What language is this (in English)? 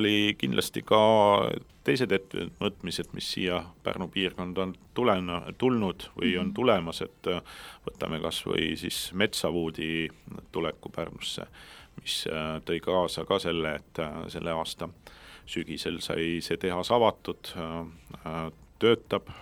Estonian